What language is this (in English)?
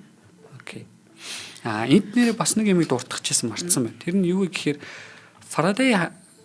Mongolian